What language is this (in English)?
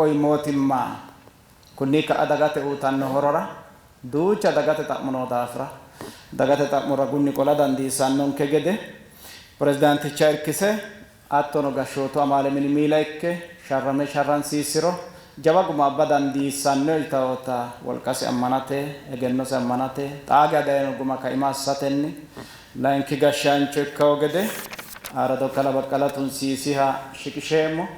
Sidamo